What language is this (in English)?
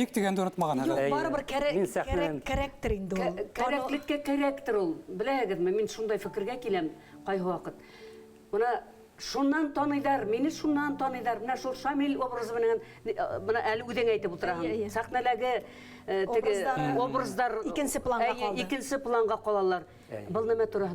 Bashkir